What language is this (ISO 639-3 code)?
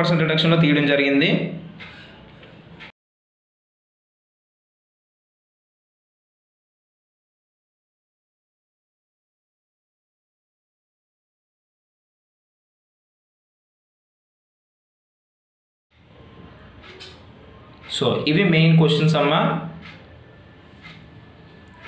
tel